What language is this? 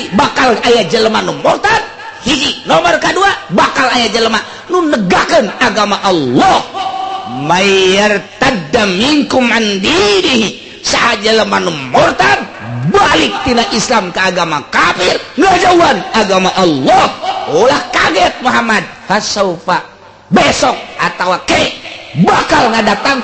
Sundanese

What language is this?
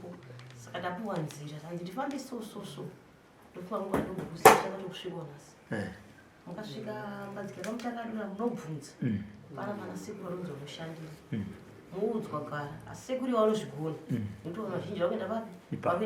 Shona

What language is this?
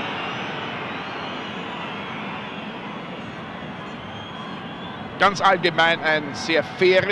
German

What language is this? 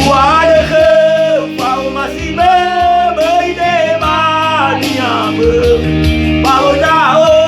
Nias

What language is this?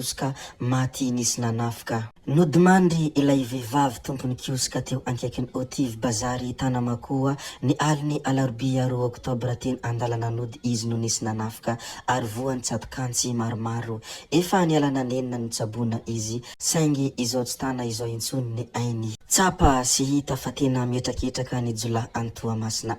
Malagasy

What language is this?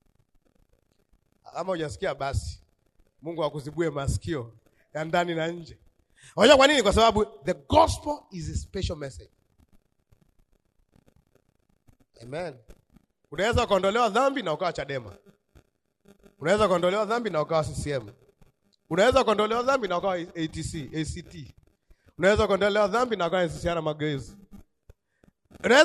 Swahili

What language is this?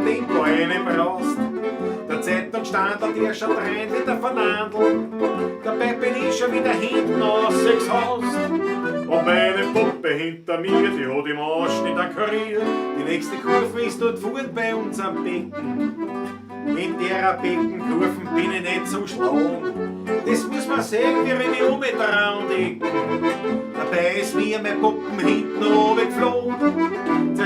Bavarian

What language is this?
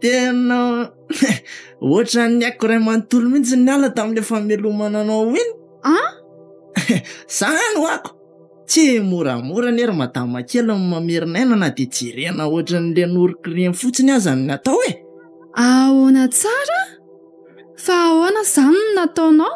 Malagasy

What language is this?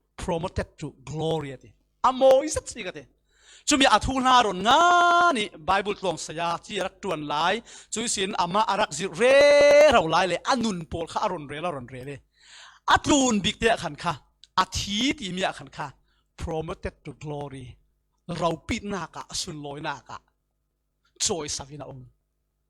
Falam Chin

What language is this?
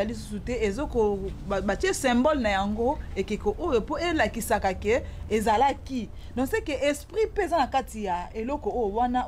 Lingala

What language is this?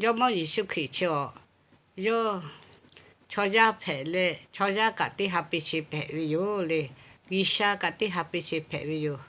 Lahu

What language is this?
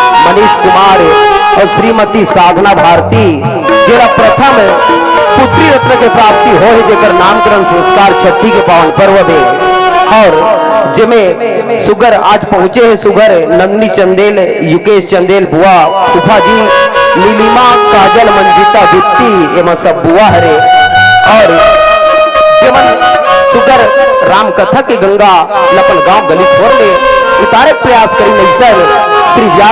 Chhattisgarhi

